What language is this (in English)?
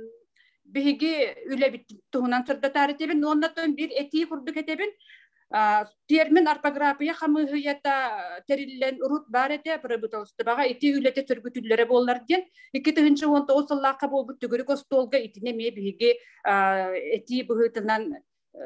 Yakut